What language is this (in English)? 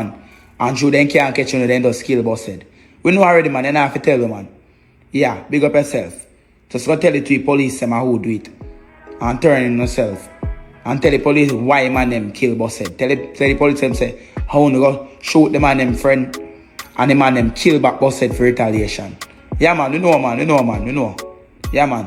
Jamaican Creole English